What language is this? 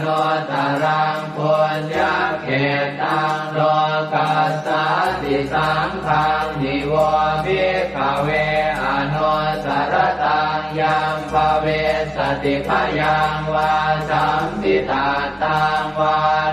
Pali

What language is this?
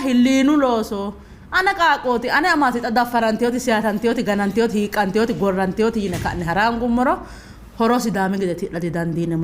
Sidamo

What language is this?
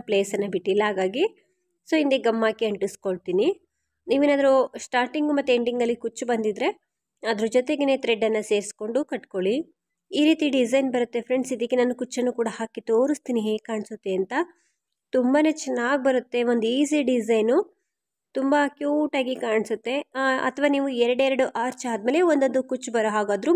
Kannada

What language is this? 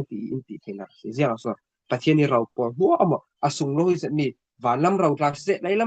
Falam Chin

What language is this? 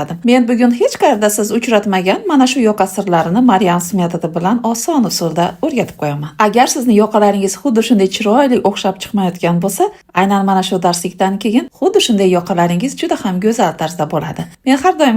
Uzbek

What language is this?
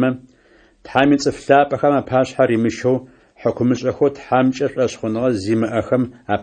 Adyghe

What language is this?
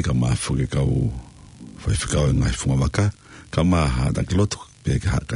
Tongan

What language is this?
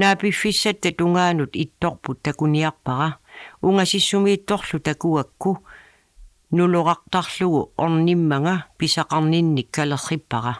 Kalaallisut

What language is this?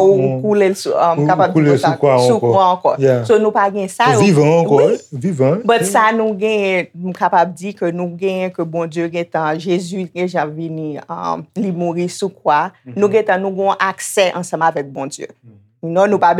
Haitian Creole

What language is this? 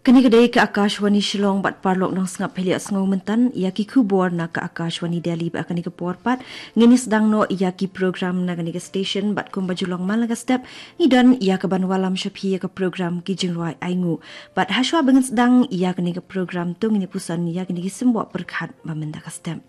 Khasi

